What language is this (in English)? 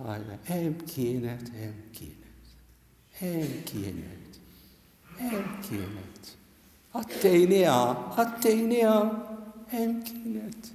Maltese